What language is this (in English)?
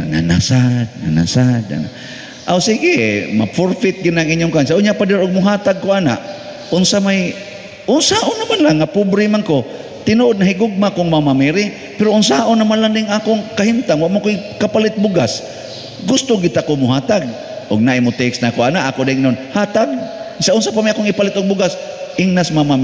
Cebuano